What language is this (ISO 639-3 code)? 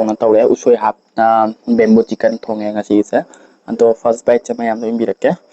mni